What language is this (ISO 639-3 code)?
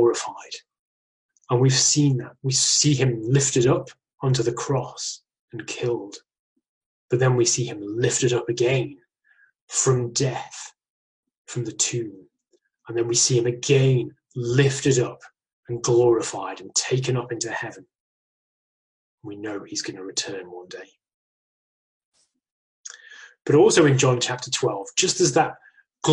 eng